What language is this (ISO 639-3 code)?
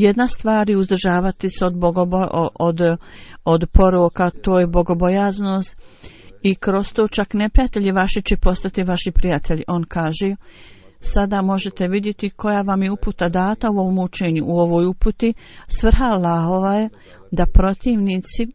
bos